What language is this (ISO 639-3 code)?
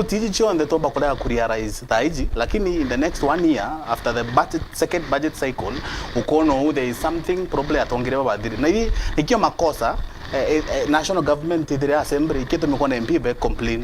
mer